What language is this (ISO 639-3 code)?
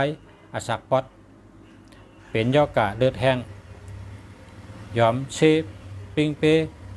shn